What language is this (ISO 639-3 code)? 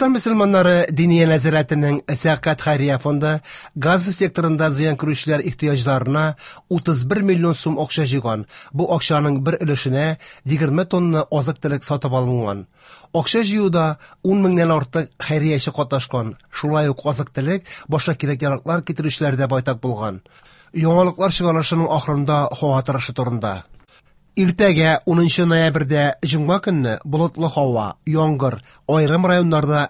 tat